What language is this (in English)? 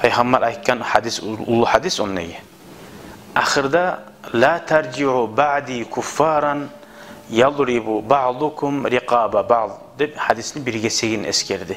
Kumyk